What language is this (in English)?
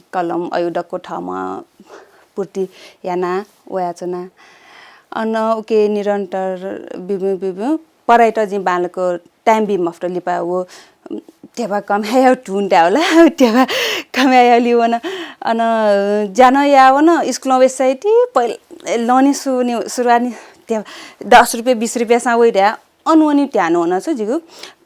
Newari